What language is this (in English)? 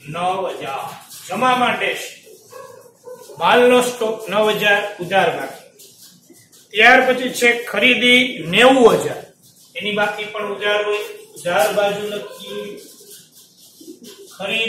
Gujarati